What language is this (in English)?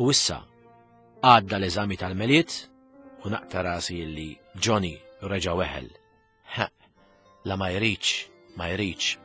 Maltese